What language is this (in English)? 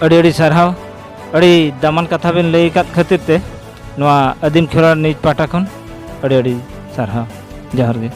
Santali